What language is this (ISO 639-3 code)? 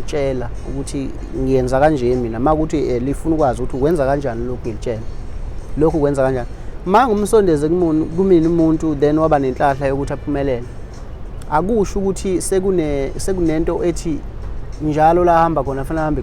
zul